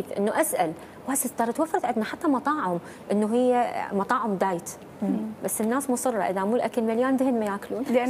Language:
Mesopotamian Arabic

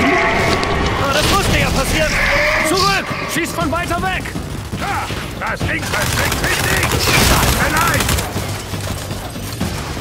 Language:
German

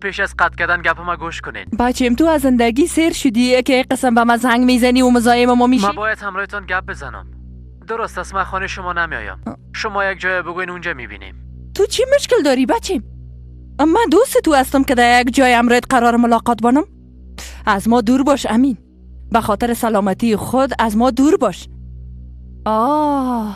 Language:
Persian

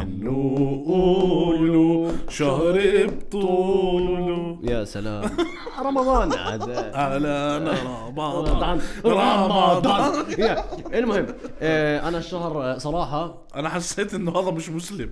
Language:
North Levantine Arabic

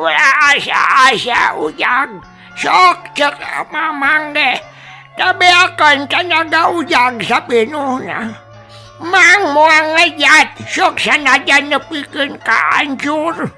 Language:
Sundanese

